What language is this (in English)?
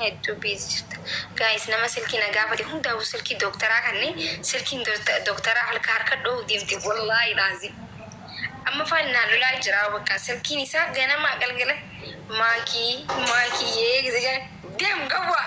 Oromo